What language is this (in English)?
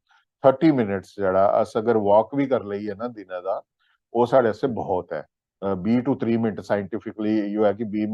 Dogri